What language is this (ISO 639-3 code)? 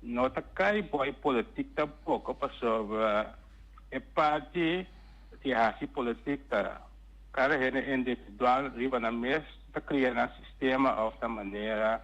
pap